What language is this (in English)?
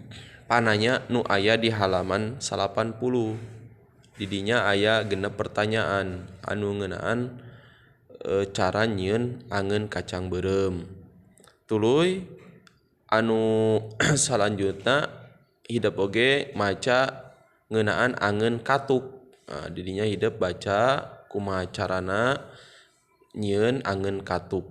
Sundanese